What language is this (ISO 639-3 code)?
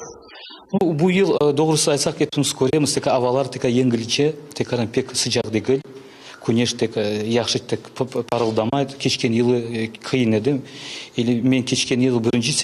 crh